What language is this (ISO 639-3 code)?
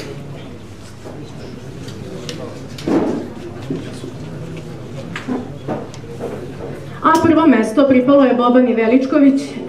srp